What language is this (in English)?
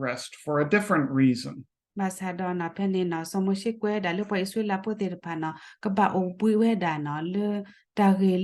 S'gaw Karen